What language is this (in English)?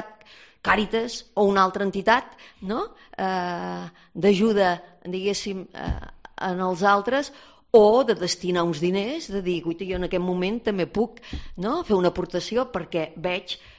Catalan